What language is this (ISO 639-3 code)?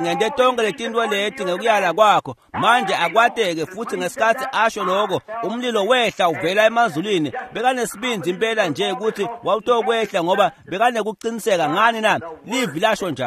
ssw